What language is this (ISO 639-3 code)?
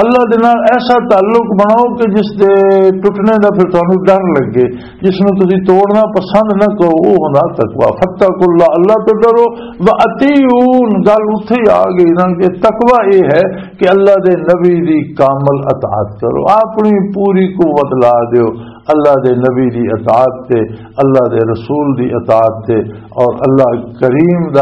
lah